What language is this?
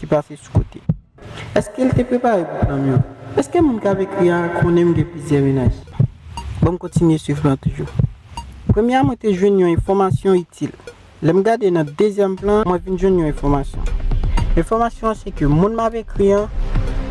Haitian Creole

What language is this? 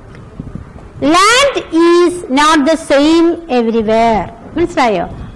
Malayalam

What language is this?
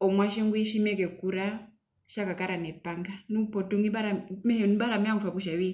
Herero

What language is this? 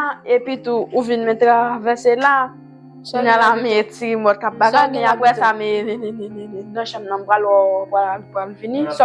Haitian Creole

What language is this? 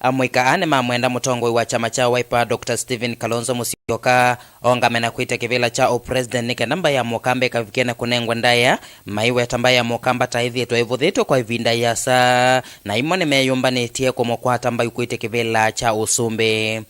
Kamba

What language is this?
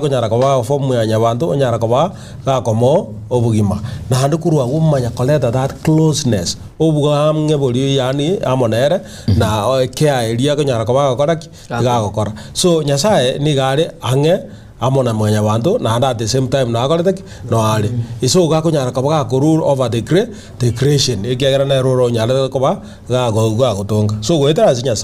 Gusii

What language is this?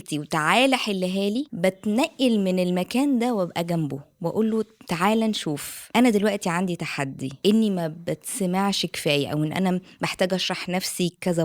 Egyptian Arabic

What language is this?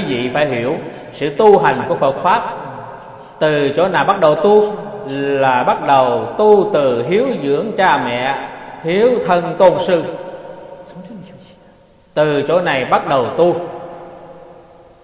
Vietnamese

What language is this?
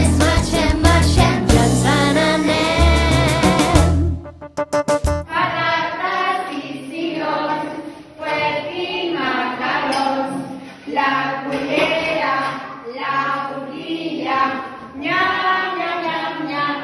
Catalan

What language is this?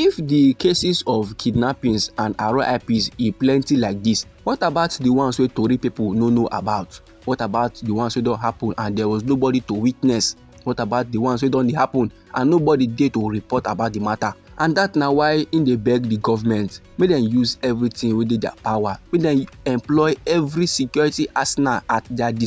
Nigerian Pidgin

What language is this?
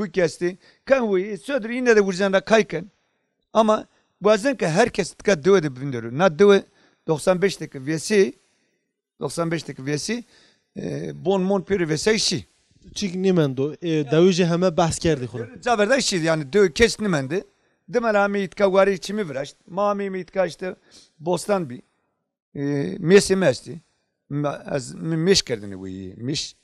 Zaza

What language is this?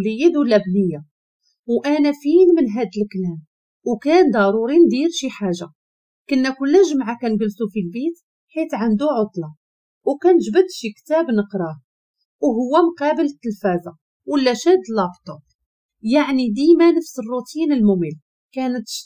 Moroccan Arabic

